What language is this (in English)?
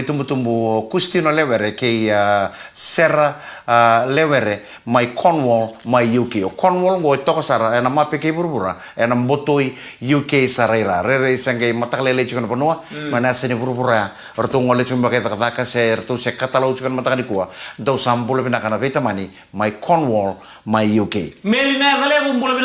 Fijian